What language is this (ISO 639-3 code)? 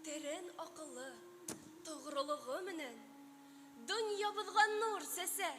bak